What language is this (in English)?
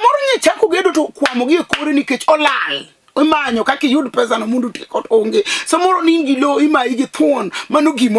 Luo (Kenya and Tanzania)